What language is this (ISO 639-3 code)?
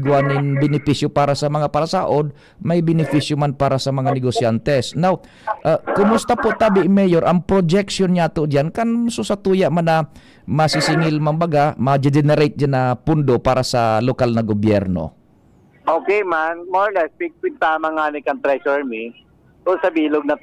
bik